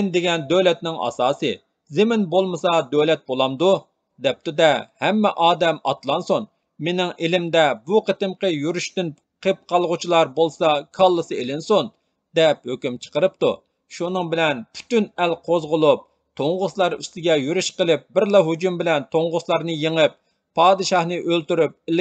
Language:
Uyghur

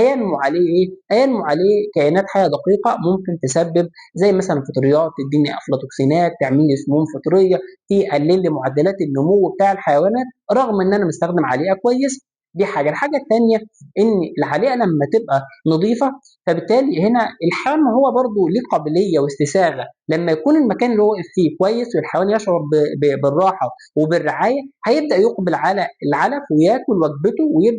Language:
Egyptian Arabic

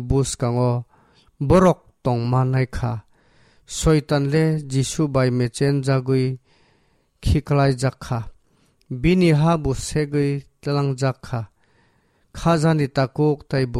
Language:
Kok Borok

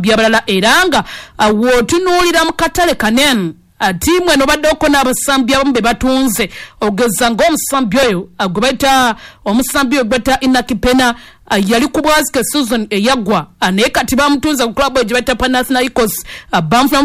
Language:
Ganda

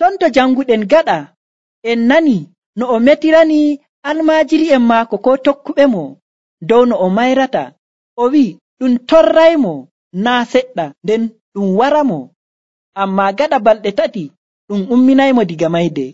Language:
Nigerian Fulfulde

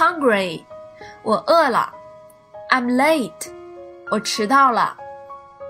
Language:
Chinese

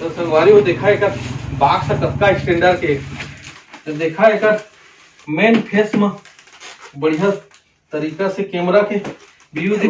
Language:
Chhattisgarhi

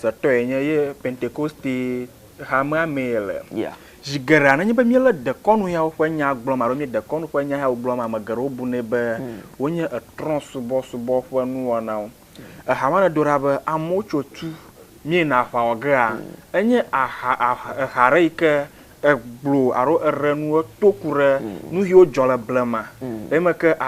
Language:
Ewe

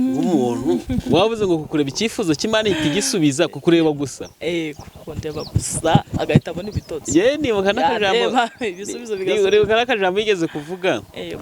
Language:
Kinyarwanda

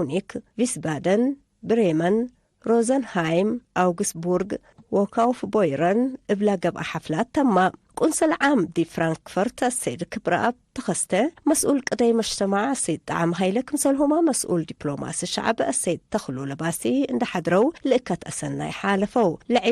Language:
Tigre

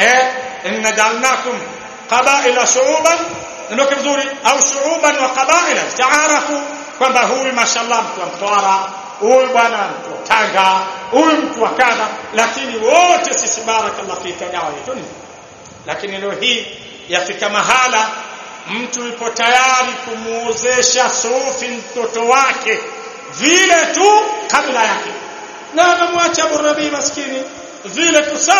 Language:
Swahili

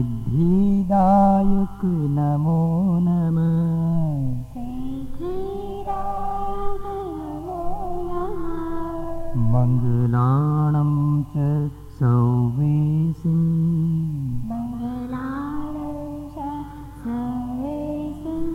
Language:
Gujarati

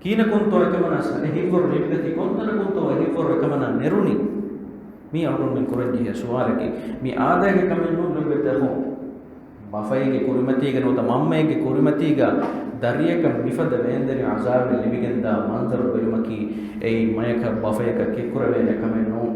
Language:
Divehi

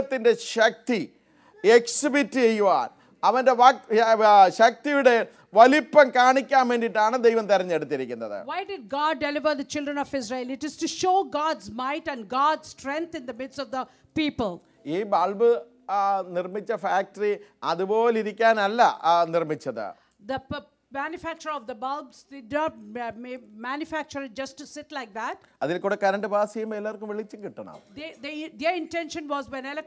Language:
Malayalam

